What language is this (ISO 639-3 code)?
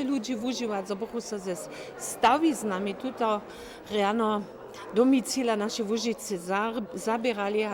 hsb